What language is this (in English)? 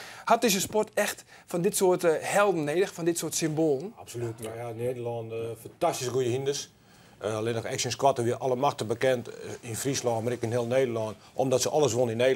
Western Frisian